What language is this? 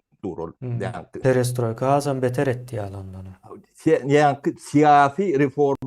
Turkmen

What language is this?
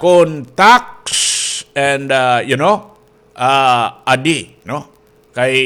Waray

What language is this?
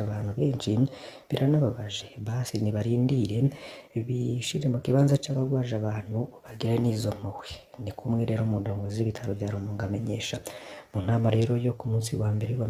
Rundi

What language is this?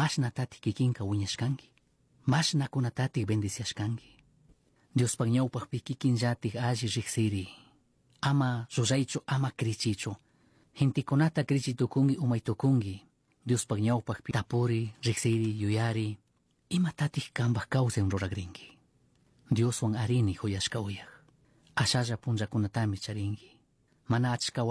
Chimborazo Highland Quichua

